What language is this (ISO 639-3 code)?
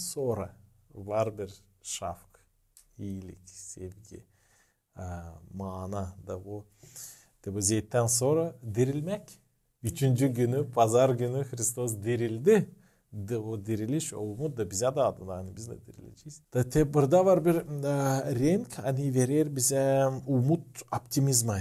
gag